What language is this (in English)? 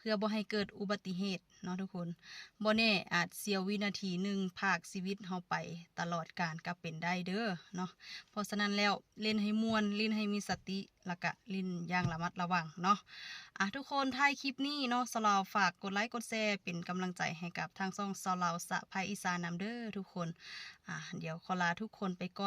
Lao